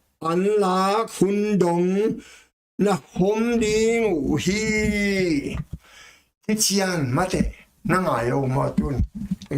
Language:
Tedim Chin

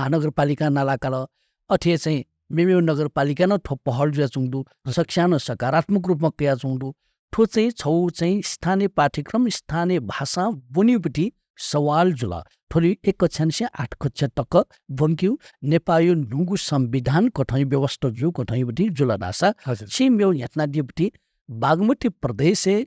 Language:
Newari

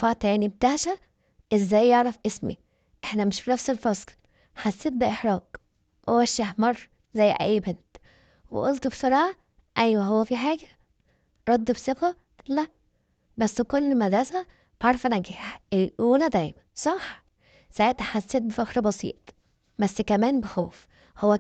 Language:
Egyptian Arabic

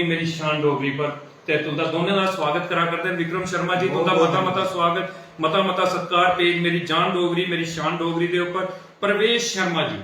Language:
Dogri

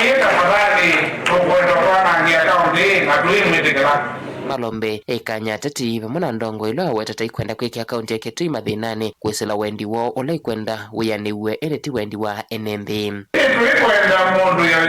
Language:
Kamba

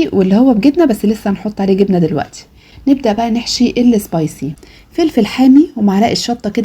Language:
Egyptian Arabic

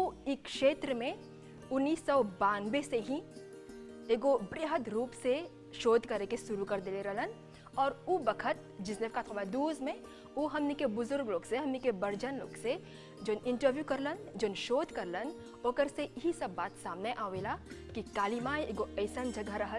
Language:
Bhojpuri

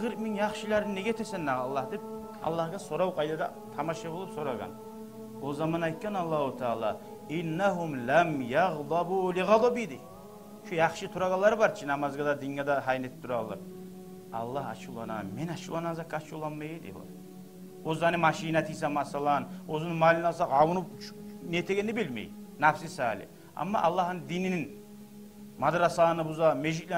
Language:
Kumyk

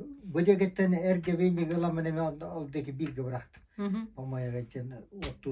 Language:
Yakut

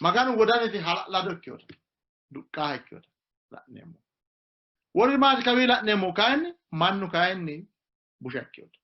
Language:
Sidamo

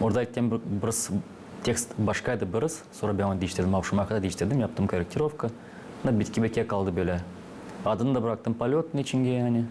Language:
Gagauz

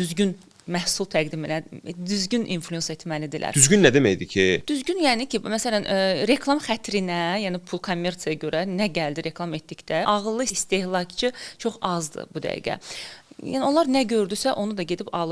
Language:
Azerbaijani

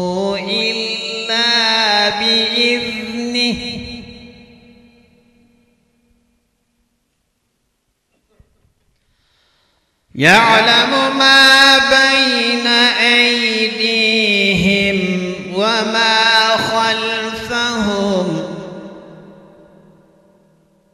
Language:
Arabic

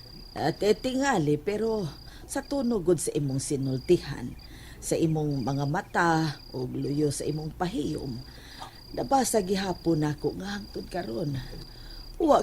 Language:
Cebuano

